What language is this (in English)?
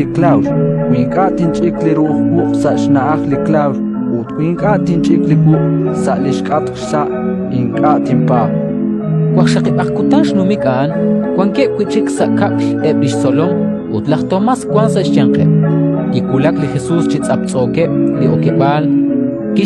Kekchí